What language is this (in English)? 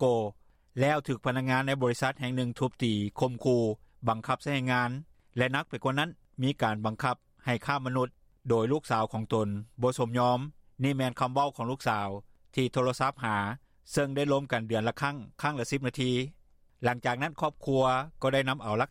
Lao